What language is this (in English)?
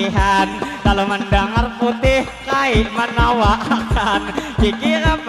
Banjar